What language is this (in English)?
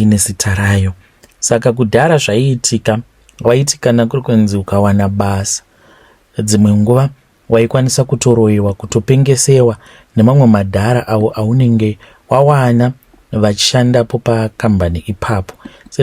Shona